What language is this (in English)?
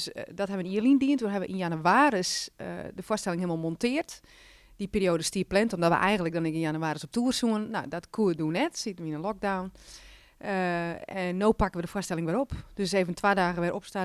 Western Frisian